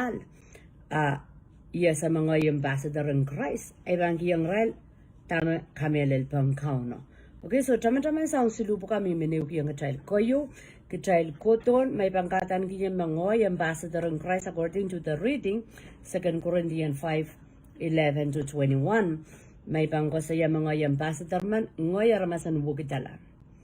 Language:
Pohnpeian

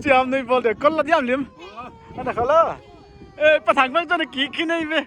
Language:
Paite Chin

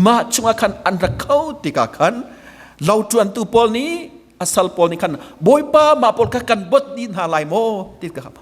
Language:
Hakha Chin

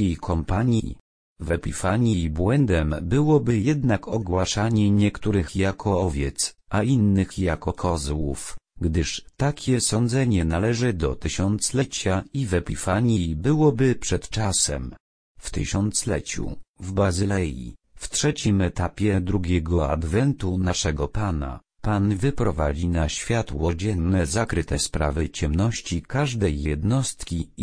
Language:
Polish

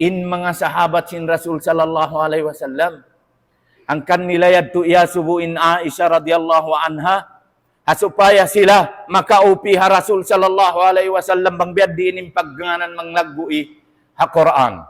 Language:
Tausug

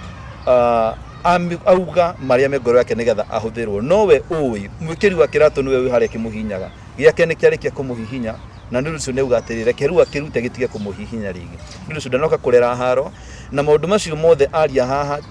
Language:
Kikuyu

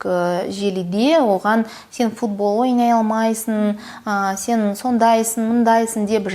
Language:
Kazakh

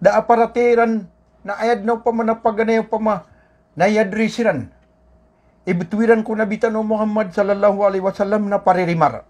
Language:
Maranao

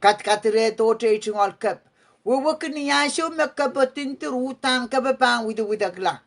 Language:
Pohnpeian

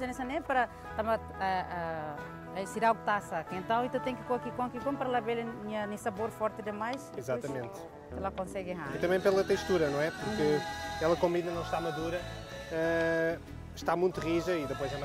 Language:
Tetum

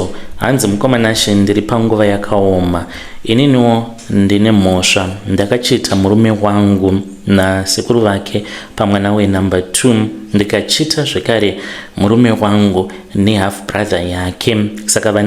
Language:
Shona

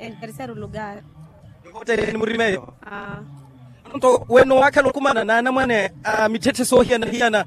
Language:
Makhuwa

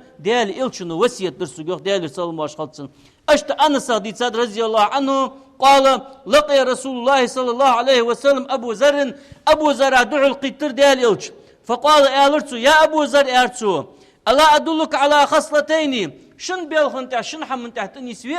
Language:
Ingush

